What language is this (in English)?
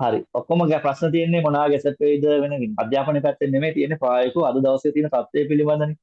Sinhala